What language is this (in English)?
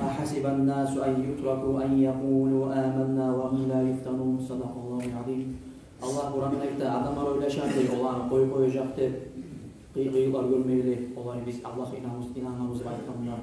Kumyk